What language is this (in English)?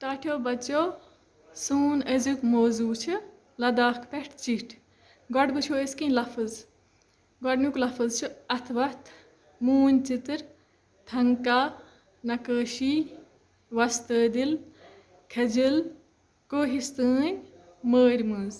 Kashmiri